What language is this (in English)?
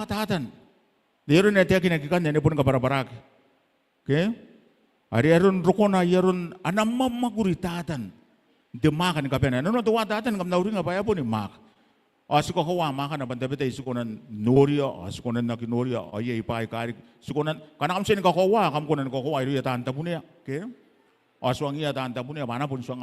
Gilbertese